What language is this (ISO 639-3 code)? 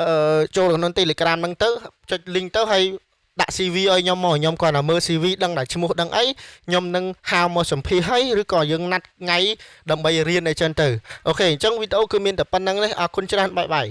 khm